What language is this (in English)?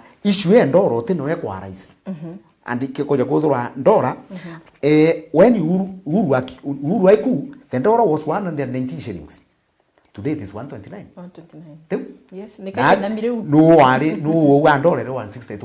Meru